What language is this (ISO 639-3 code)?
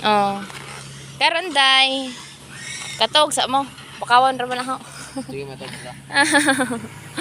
ceb